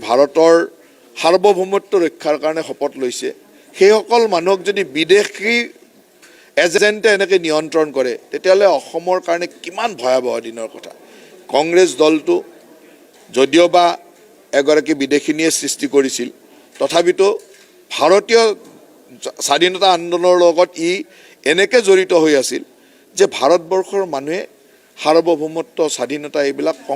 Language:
Assamese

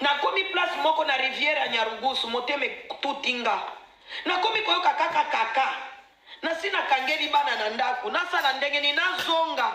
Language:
Lingala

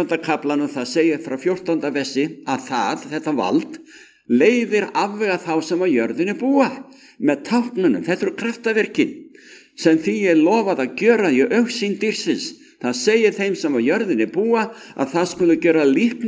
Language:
Icelandic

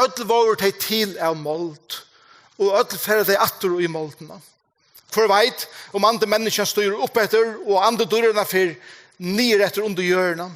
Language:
Faroese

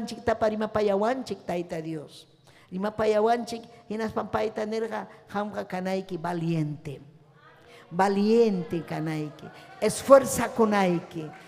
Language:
Ayacucho Quechua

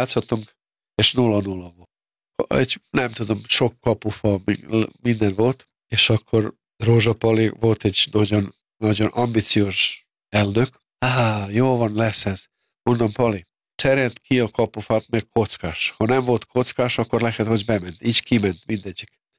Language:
Hungarian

